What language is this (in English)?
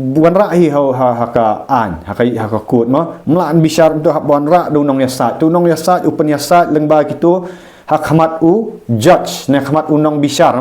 Khasi